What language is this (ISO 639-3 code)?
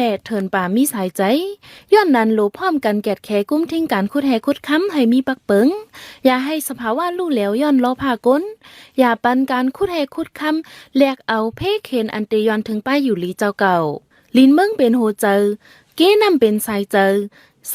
shn